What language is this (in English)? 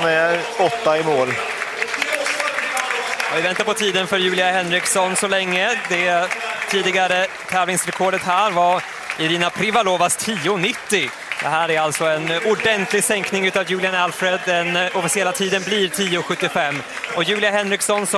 Swedish